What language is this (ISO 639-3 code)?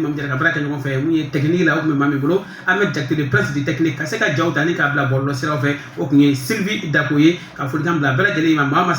bam